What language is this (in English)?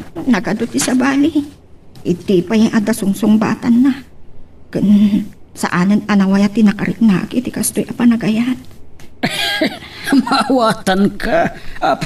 Iloko